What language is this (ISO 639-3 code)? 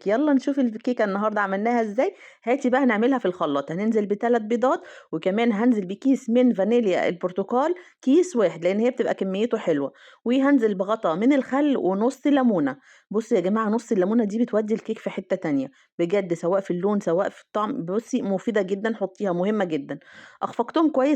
arz